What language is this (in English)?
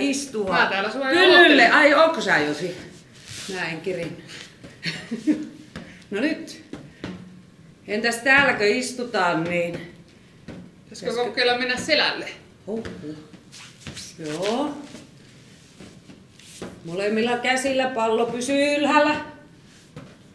Finnish